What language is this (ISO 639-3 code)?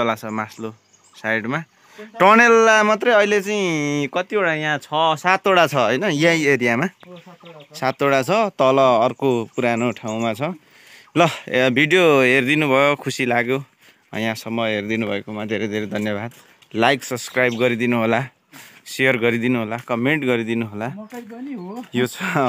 nep